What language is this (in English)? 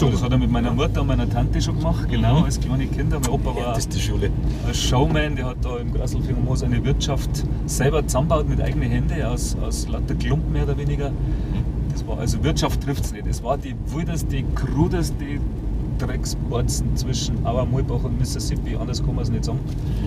Bavarian